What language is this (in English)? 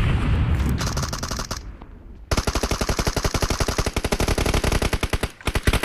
Romanian